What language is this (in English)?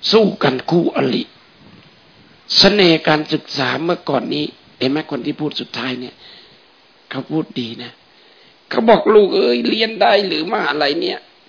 Thai